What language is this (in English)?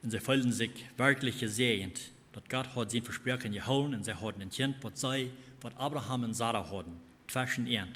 Plautdietsch